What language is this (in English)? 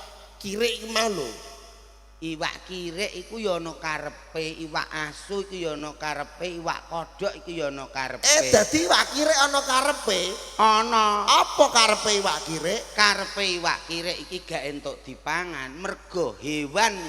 Javanese